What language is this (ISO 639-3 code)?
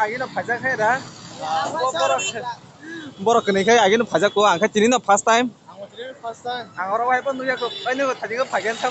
trp